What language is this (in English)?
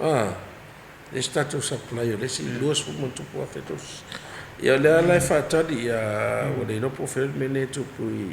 Samoan